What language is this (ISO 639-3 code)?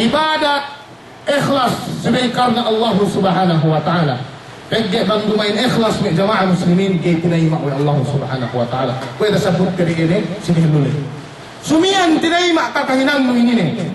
yka